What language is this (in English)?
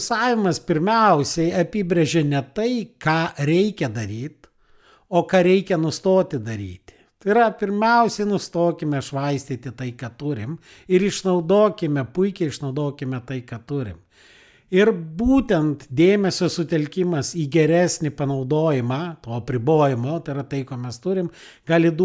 Lithuanian